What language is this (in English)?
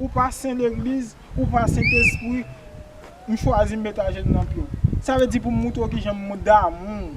Haitian Creole